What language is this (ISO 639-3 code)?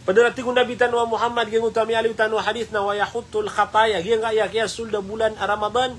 mrw